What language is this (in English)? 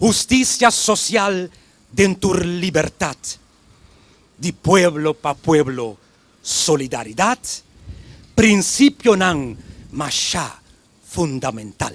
Papiamento